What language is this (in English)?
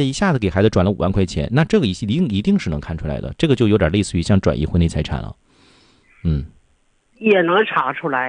Chinese